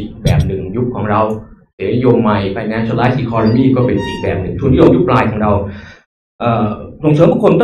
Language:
Thai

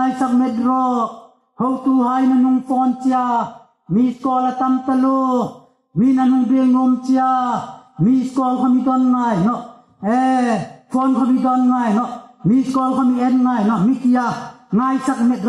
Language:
Hmar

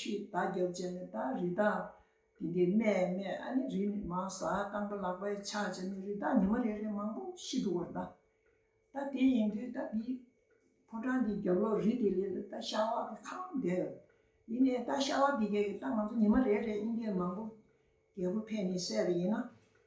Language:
Tibetan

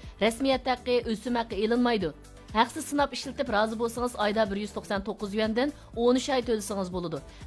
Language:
Uyghur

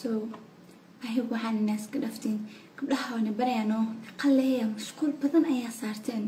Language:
Somali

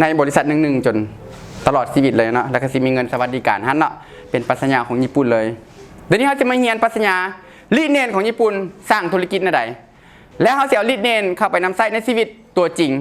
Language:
Lao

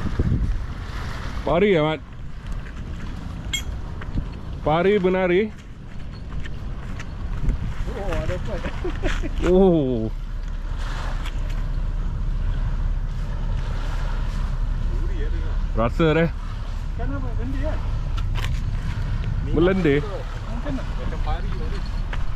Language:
Malay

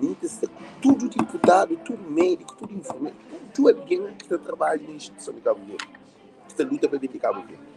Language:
Kabuverdianu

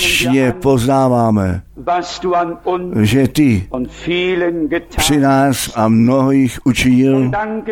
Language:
Czech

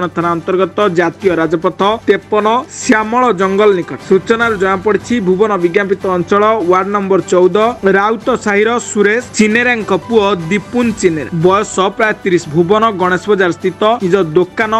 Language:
Odia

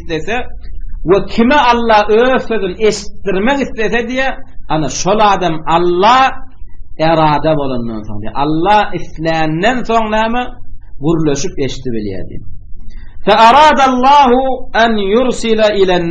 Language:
Turkmen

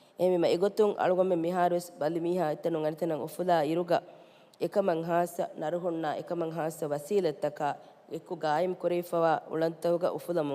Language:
Divehi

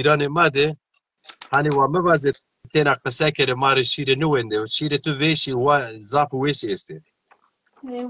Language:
Zaza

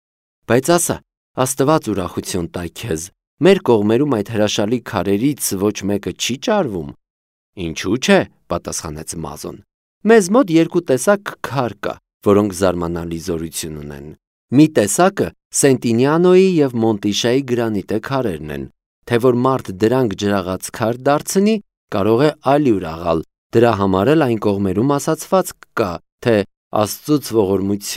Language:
Armenian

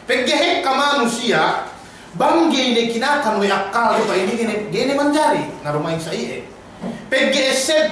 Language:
Yakan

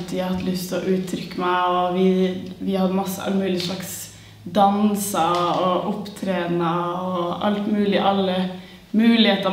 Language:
Norwegian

